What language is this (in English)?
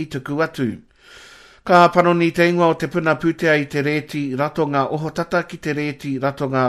Māori